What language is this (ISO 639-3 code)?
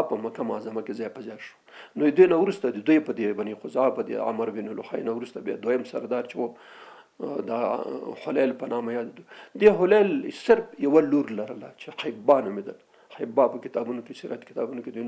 pus